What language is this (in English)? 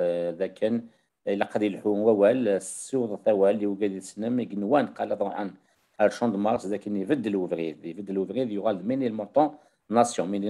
Kabyle